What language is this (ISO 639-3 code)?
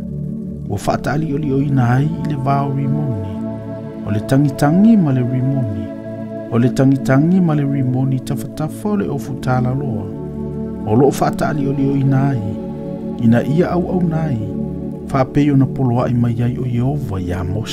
smo